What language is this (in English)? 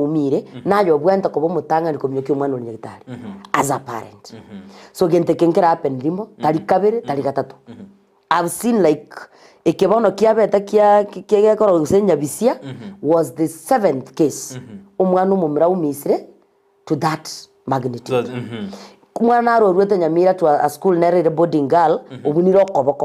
Gusii